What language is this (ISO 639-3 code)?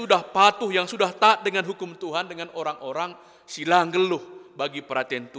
btx